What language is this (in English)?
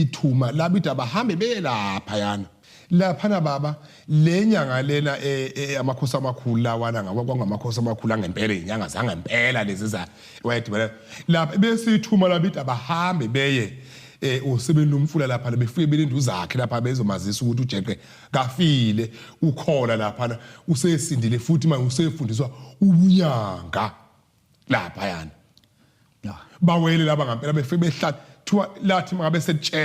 Zulu